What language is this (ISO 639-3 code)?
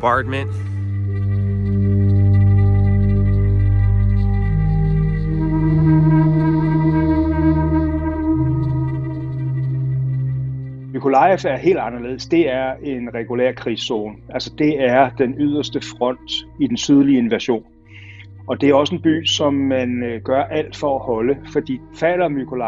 dan